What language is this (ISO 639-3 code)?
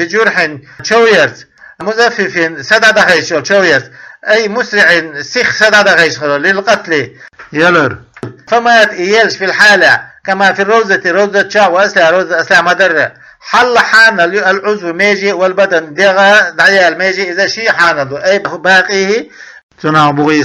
che